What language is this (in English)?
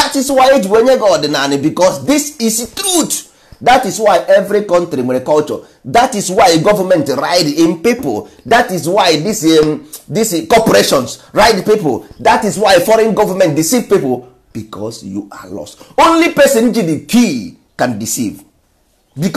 Igbo